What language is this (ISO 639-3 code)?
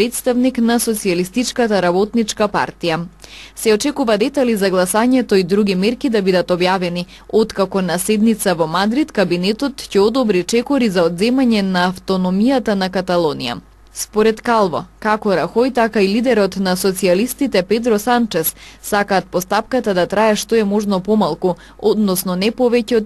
mkd